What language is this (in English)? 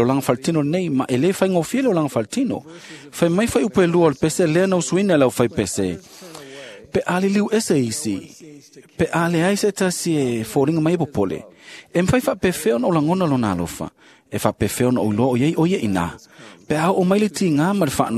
Samoan